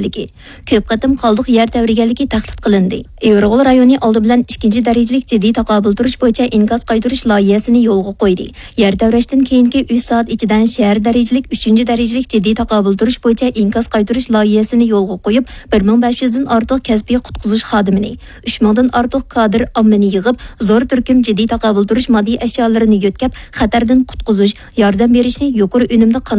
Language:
Uyghur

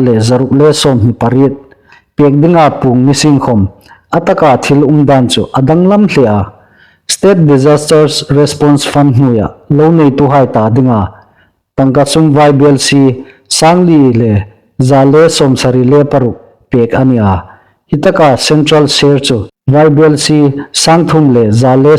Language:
Hmar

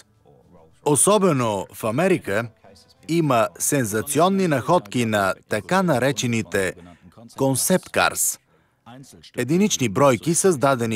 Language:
Bulgarian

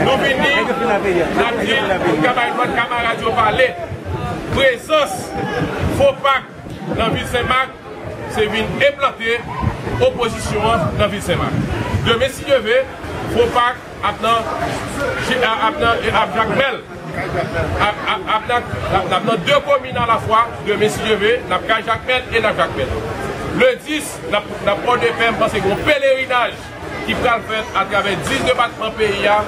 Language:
Haitian Creole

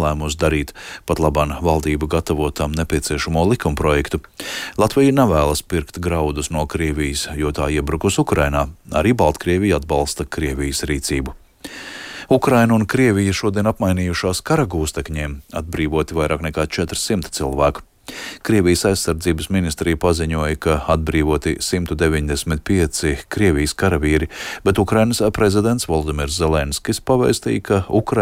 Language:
Latvian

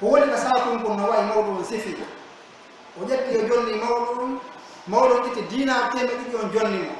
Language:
Pular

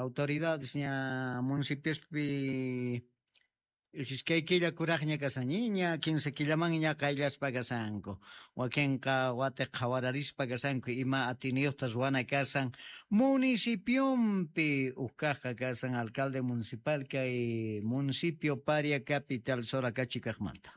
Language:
South Bolivian Quechua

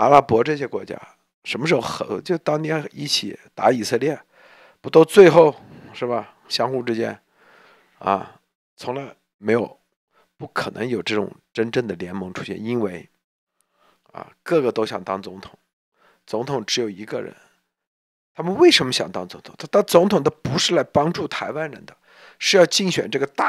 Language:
Chinese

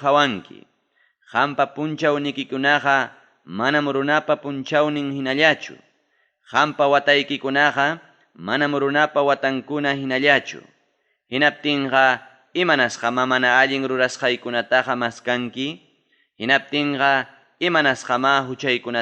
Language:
Ayacucho Quechua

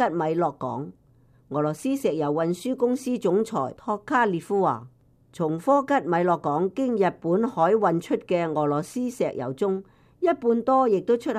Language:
Cantonese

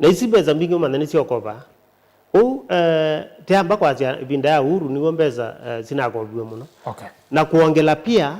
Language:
Kamba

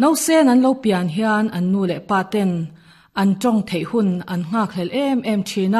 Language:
Mizo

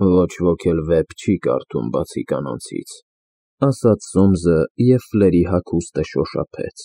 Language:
Armenian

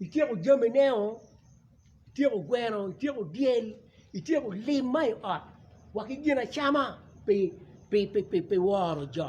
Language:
Acoli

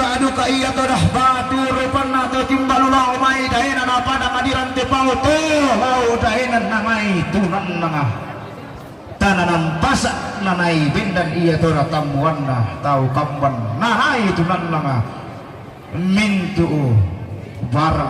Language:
Toraja-Sa'dan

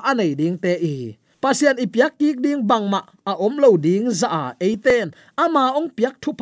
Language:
Tedim Chin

